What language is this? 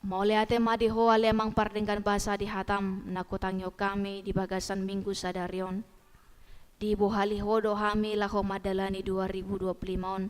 Batak Toba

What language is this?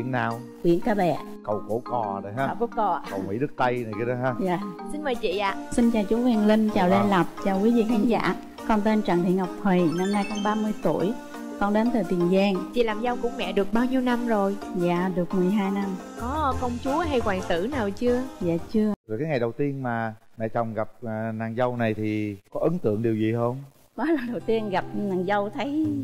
Vietnamese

